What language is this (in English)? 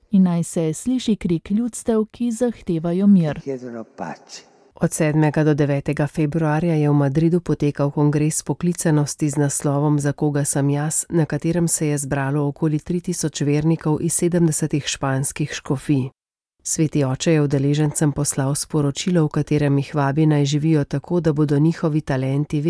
Slovenian